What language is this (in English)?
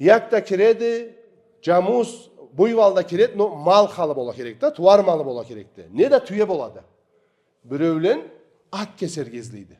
Karachay-Balkar